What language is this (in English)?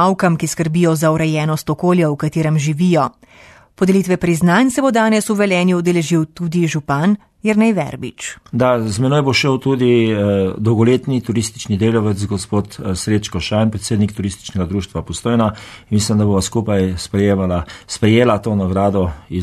Slovenian